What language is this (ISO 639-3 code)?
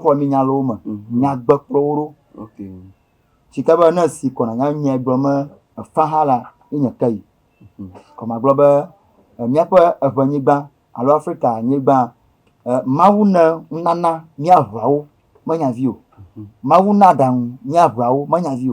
ewe